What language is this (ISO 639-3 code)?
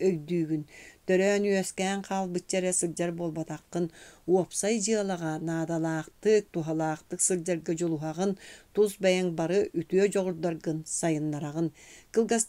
sah